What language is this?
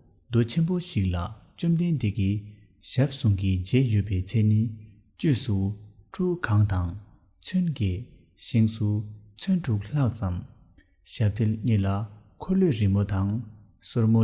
Tibetan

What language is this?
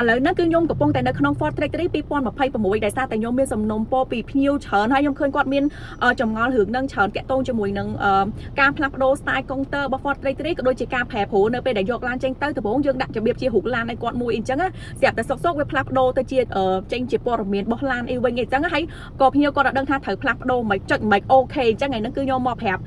Khmer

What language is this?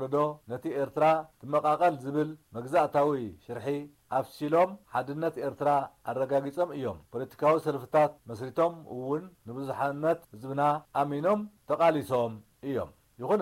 Tigrinya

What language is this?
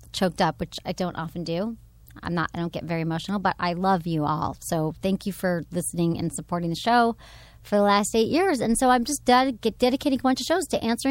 English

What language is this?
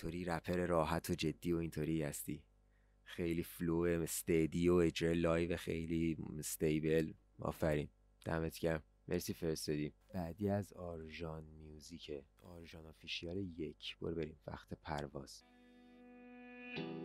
Persian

